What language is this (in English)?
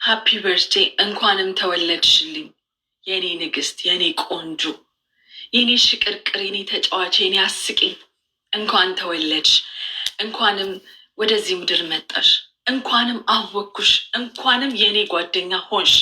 Amharic